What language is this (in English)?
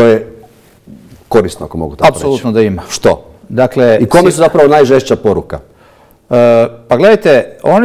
Croatian